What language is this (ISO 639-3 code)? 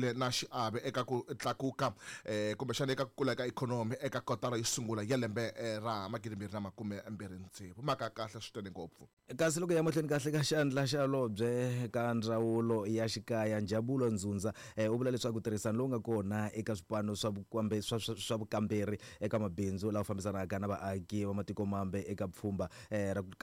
tso